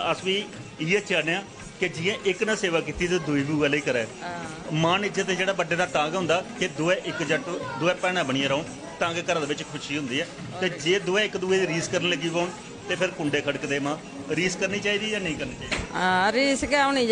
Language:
Dogri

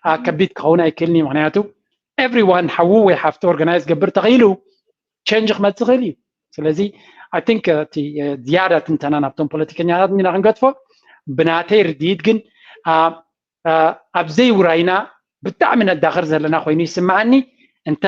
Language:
Tigrinya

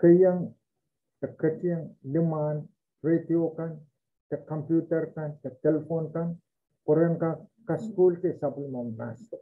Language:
Pohnpeian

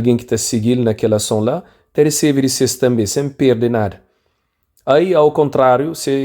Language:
Kabuverdianu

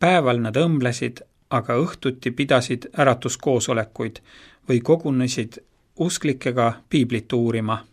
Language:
Estonian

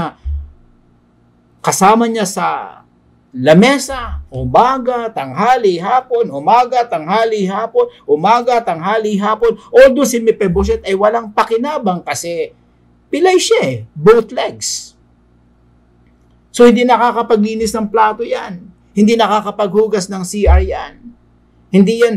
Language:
Filipino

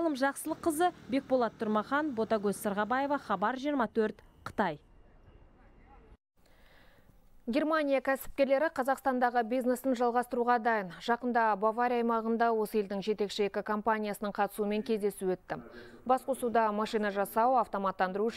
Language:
Kazakh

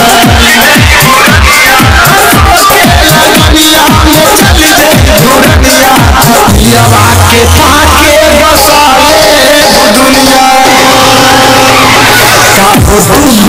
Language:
Bhojpuri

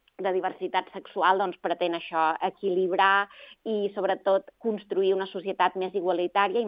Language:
Catalan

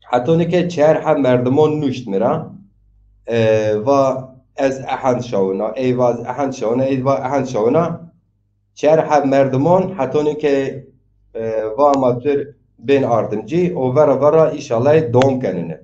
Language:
Zaza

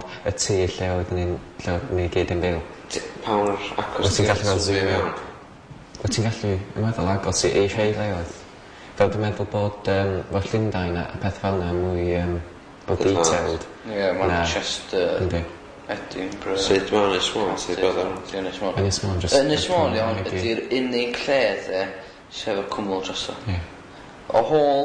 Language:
Welsh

